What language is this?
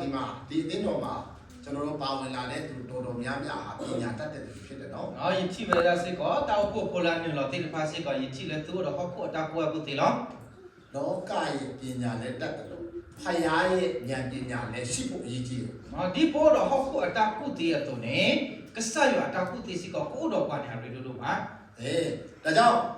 S'gaw Karen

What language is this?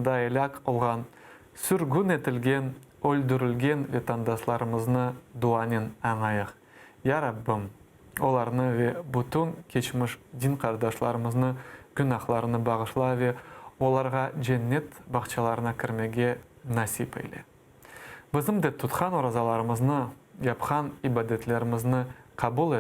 Crimean Tatar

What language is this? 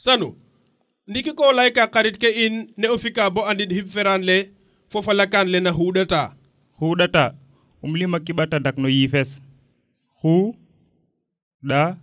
Serer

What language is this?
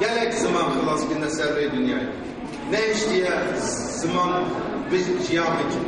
Kurdish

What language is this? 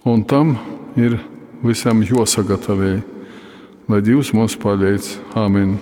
Latgalian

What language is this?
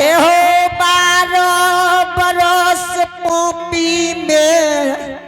Angika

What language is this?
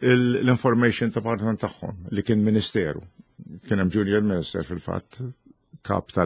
Maltese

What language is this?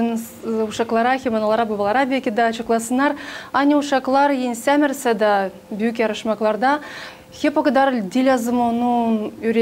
Gagauz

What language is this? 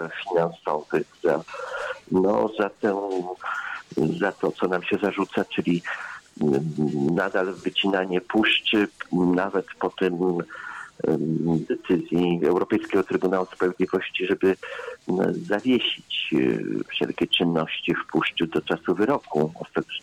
Polish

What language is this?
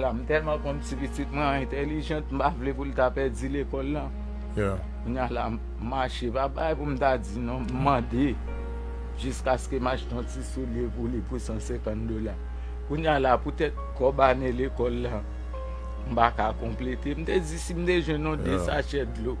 Haitian Creole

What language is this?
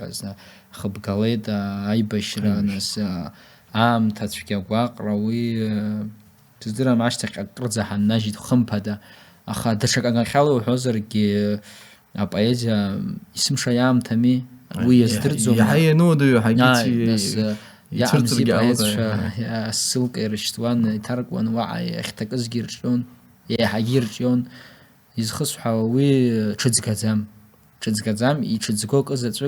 Abkhazian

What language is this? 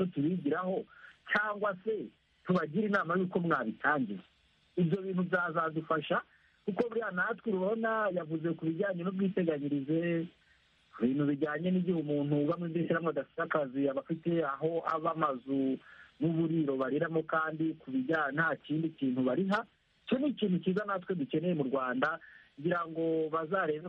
Kinyarwanda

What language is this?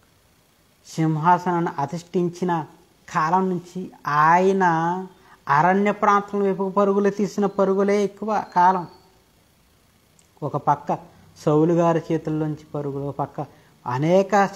Telugu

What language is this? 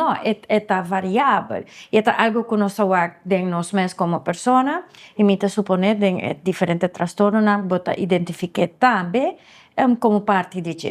Papiamento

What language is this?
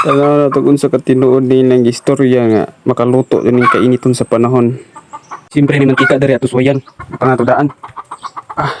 Cebuano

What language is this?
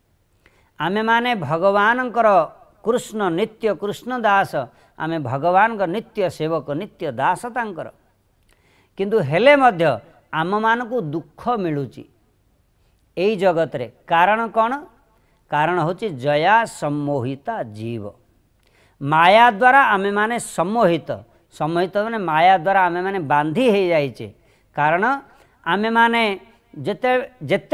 Odia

